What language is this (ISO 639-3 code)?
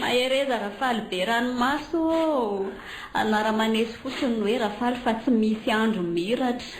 mlg